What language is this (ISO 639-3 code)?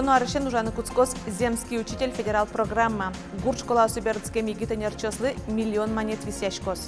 udm